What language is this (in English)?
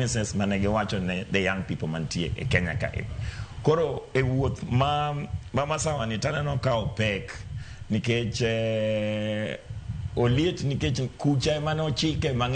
Luo (Kenya and Tanzania)